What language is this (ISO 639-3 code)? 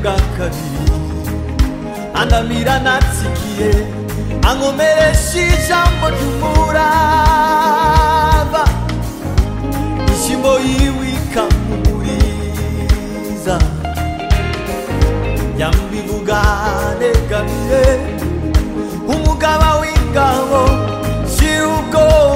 kin